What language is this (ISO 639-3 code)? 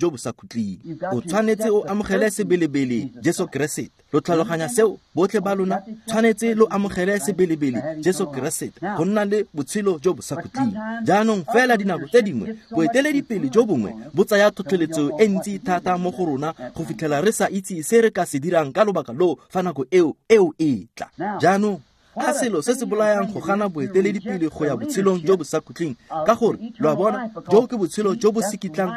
tsn